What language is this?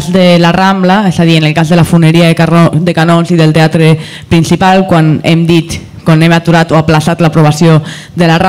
Catalan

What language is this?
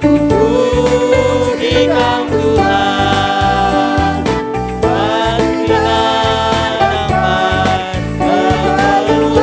Batak Karo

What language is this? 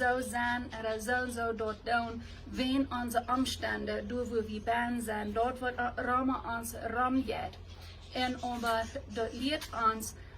Plautdietsch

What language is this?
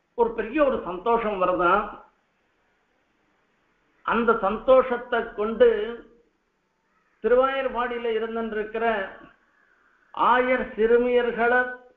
Tamil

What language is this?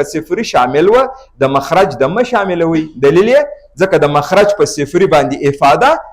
Pashto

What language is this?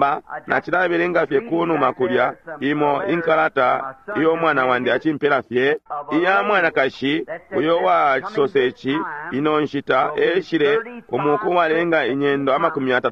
Bemba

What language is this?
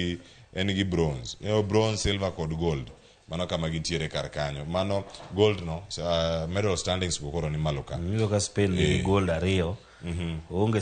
Luo (Kenya and Tanzania)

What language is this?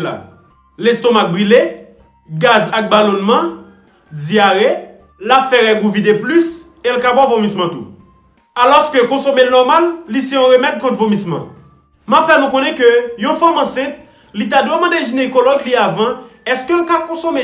Haitian Creole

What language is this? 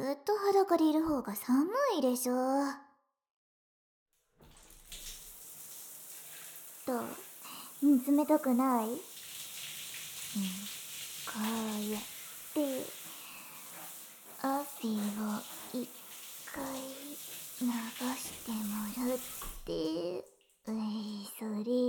Japanese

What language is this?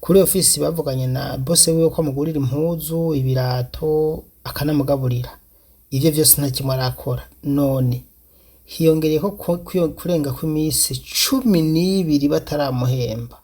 Rundi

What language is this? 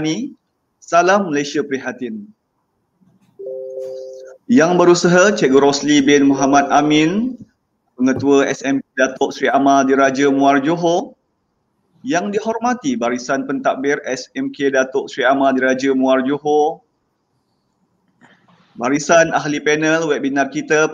Malay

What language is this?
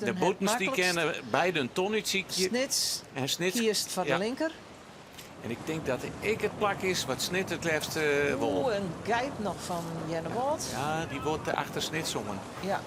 Western Frisian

